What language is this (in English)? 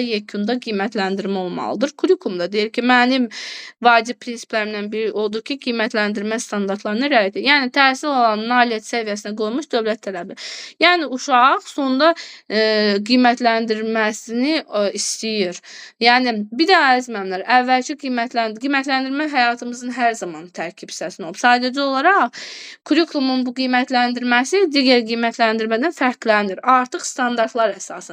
Azerbaijani